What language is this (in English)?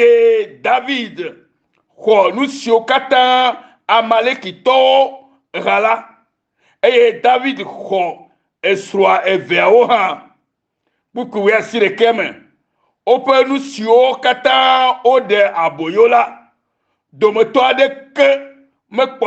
Ewe